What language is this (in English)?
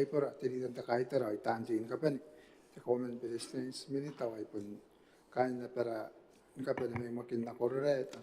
Gilbertese